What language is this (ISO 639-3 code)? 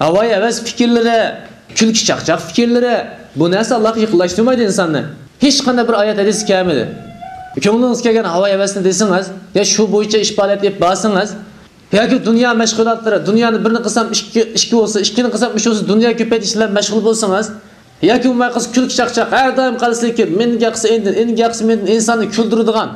uig